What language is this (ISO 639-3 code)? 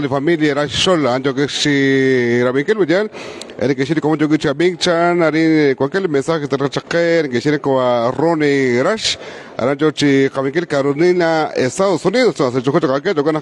kek